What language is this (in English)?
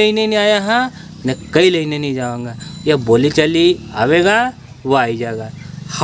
Rajasthani